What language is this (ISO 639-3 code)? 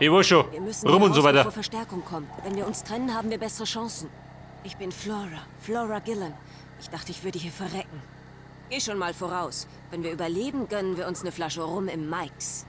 bar